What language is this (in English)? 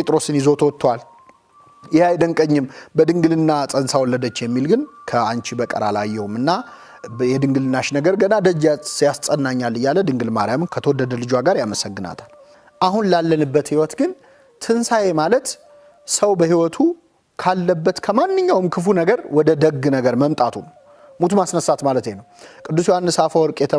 Amharic